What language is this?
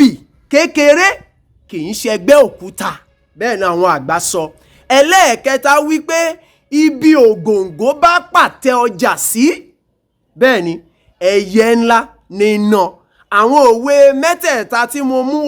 Yoruba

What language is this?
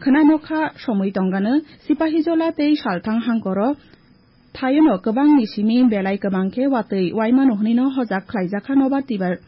Kok Borok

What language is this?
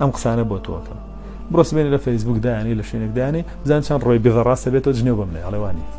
Central Kurdish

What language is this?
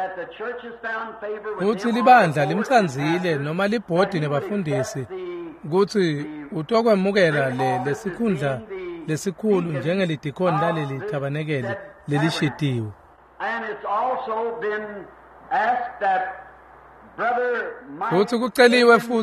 Swati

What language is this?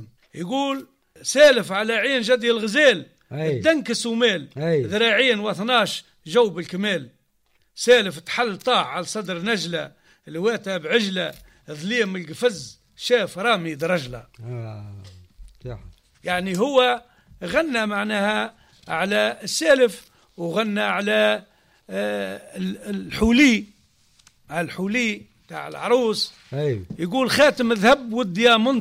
Tunisian Arabic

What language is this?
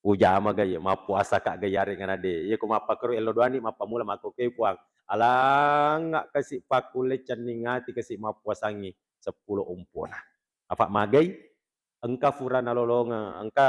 Buginese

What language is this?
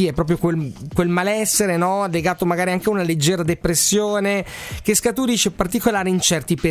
Italian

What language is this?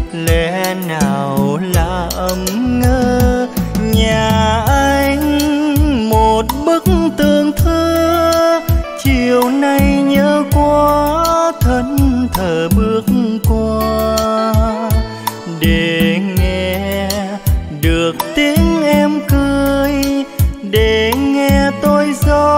Vietnamese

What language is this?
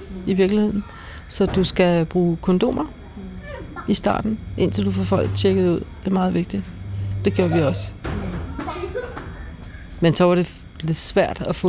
Danish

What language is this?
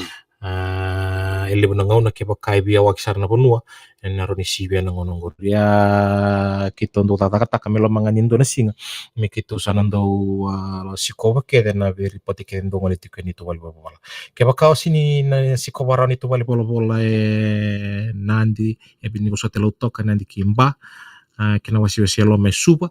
Fijian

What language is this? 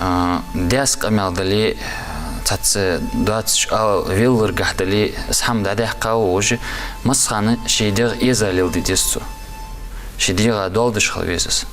Ingush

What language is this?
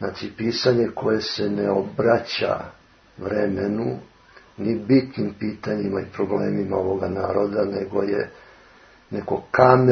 Serbian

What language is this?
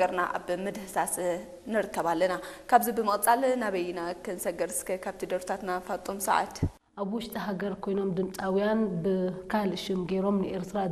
Tigrinya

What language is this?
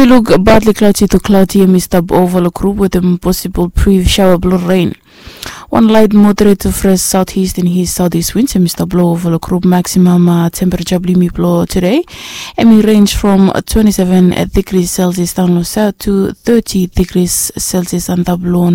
Bislama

